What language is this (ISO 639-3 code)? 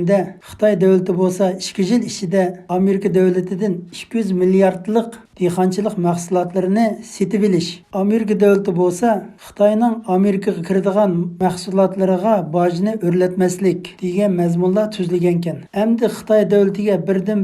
uig